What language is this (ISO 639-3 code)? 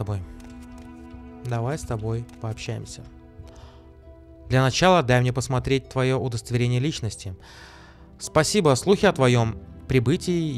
rus